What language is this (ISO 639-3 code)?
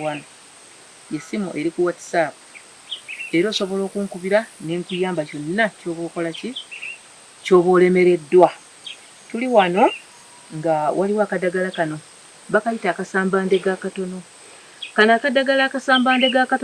lug